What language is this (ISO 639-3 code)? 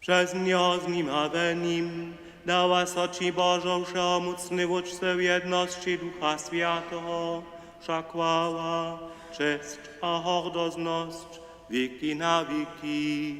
hsb